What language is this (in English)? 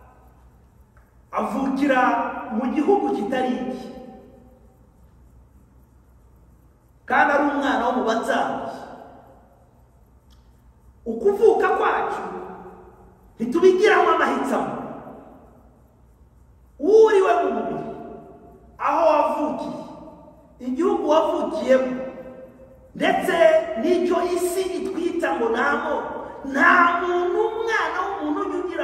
Kinyarwanda